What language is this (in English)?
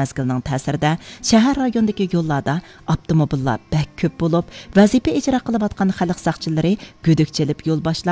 Uyghur